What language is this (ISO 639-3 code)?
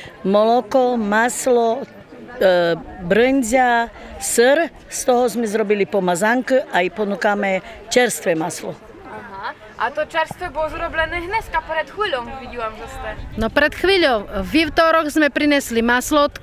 rue